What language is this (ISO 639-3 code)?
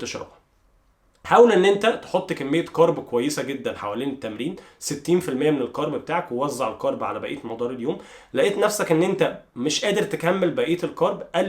arz